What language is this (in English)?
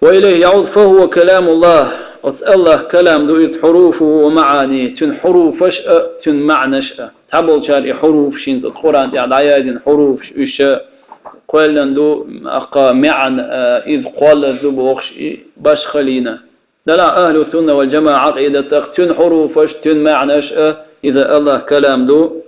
Chechen